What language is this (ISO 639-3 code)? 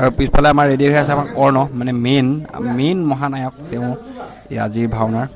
asm